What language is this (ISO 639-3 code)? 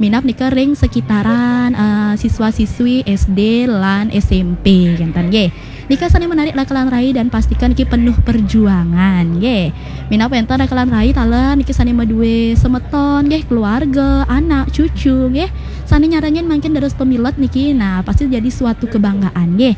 ban